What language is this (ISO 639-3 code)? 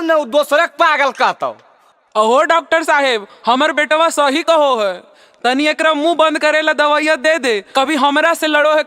mag